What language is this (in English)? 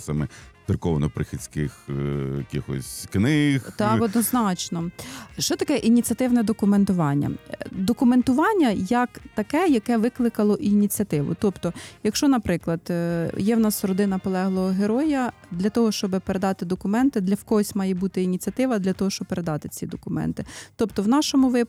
Ukrainian